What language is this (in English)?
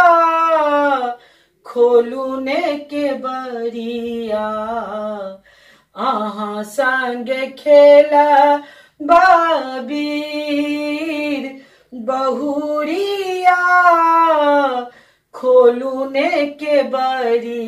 Maithili